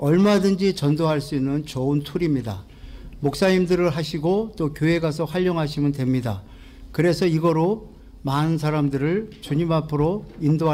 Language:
Korean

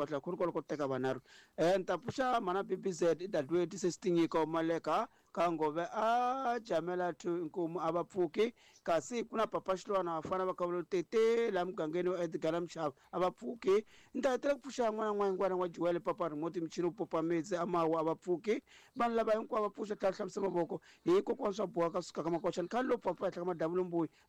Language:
Tsonga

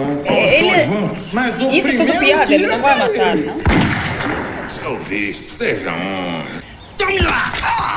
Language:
Portuguese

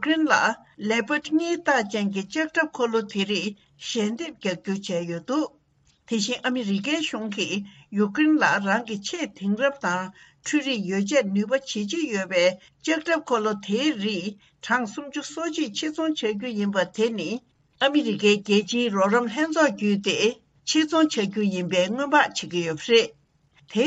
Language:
Tibetan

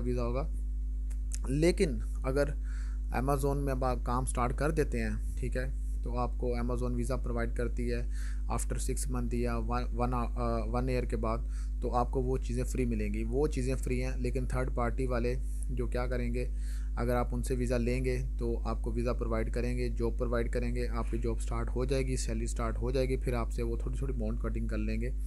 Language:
Hindi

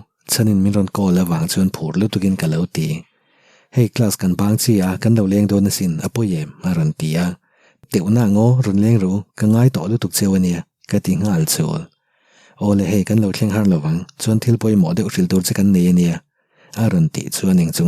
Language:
Mizo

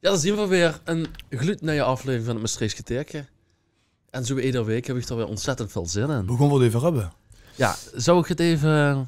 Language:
Limburgish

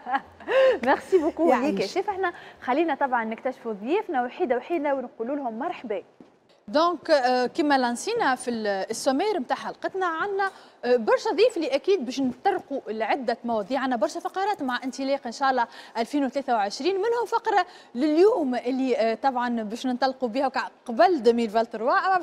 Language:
Tunisian Arabic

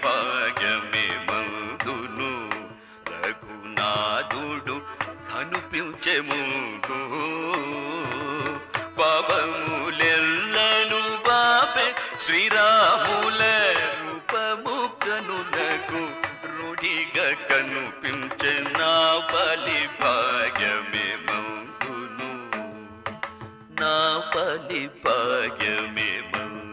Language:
Telugu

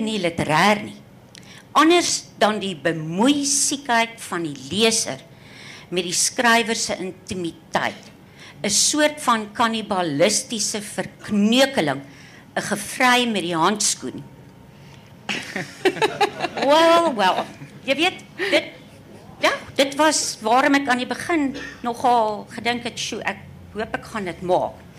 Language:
Afrikaans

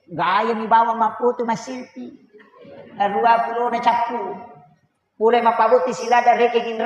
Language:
Buginese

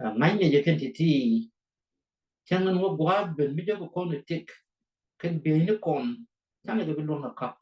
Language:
Nuer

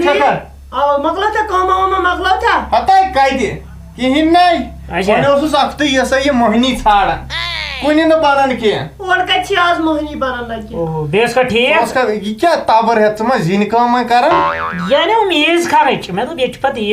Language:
Kashmiri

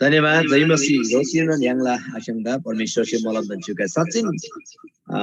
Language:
Eastern Tamang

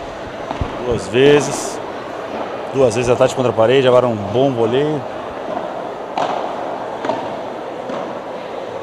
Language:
Portuguese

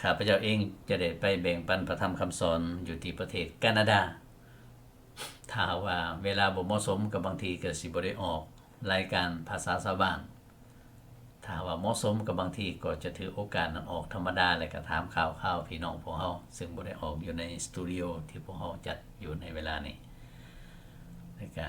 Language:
Lao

